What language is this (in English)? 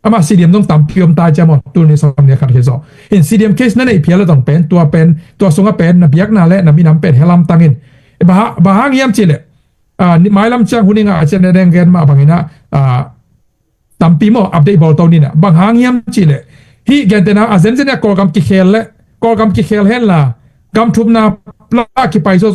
Tedim Chin